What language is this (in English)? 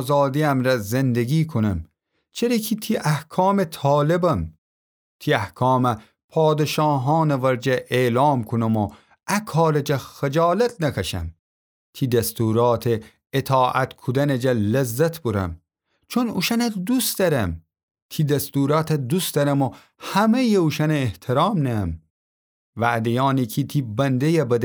Gilaki